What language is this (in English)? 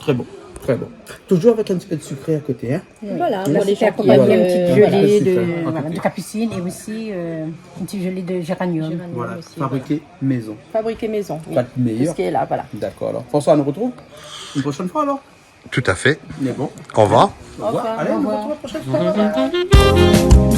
Réunion Creole French